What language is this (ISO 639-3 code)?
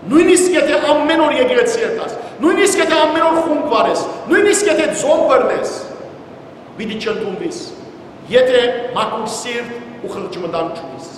hyw